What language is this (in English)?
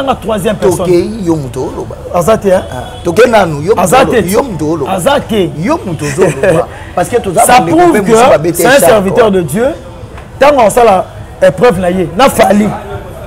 Lingala